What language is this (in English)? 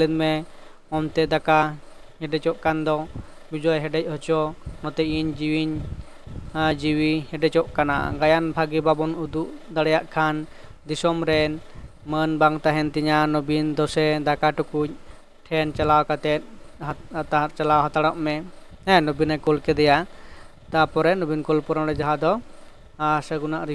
Santali